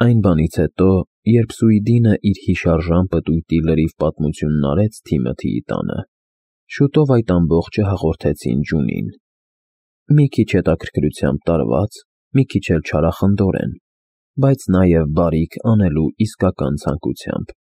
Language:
Armenian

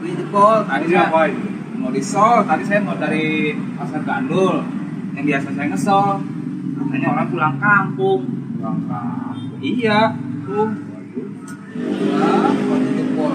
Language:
Betawi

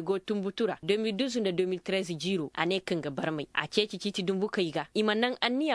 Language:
Koyraboro Senni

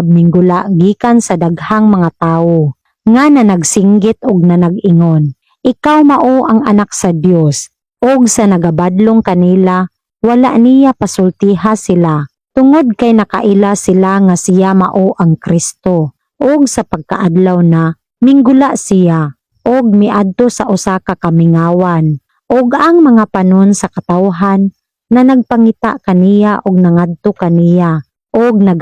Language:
Cebuano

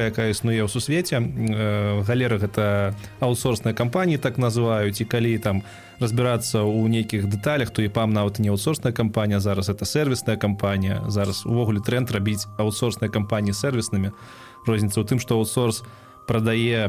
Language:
Belarusian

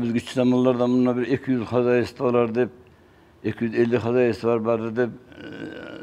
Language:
Kumyk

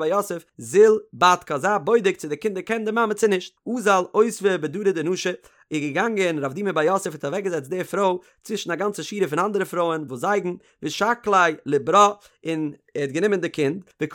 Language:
Yiddish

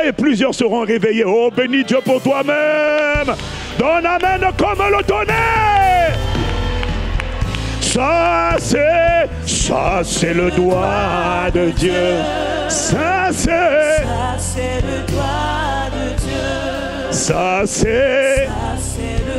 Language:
French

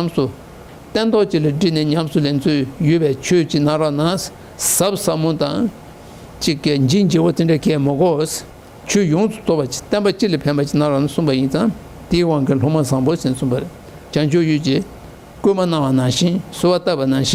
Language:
Tibetan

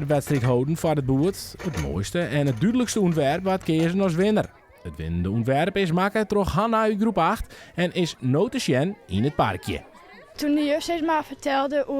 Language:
Western Frisian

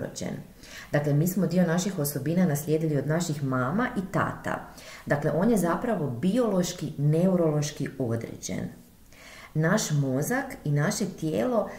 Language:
Croatian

